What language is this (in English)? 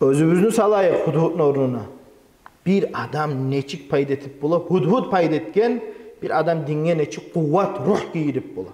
Kumyk